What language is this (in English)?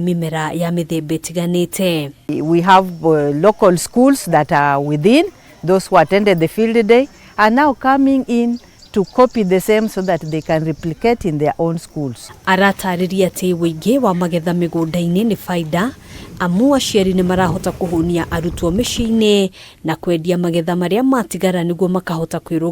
Kikuyu